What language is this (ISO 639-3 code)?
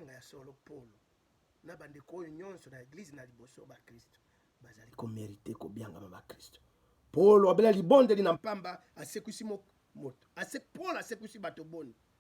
lin